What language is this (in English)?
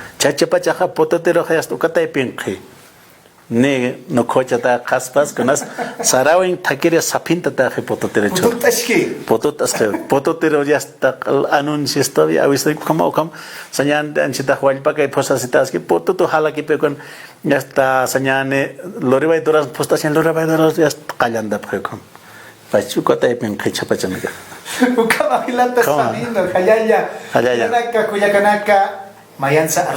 Aymara